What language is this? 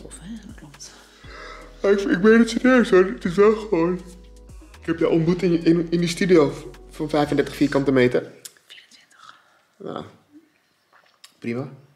Dutch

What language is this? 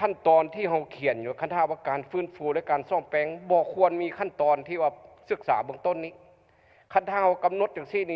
Lao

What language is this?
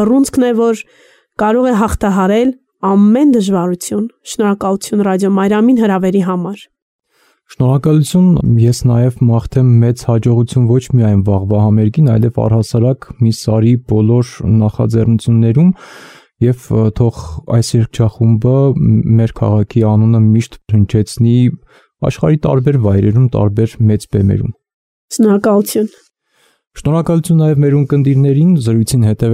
Armenian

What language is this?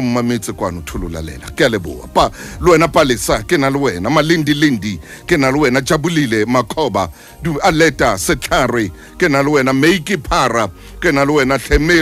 Southern Sotho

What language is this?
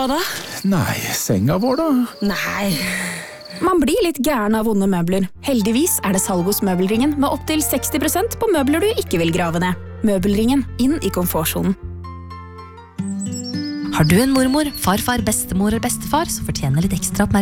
Norwegian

